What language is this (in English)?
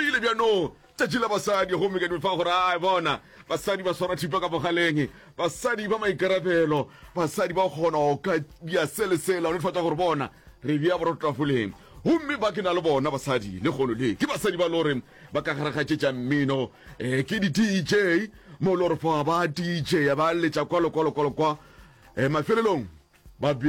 Northern Sotho